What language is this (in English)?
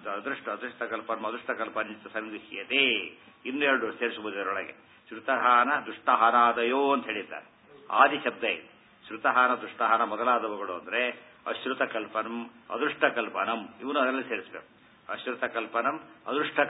Kannada